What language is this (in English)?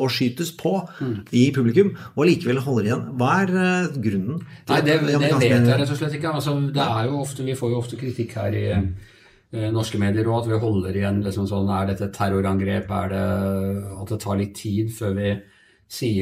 Norwegian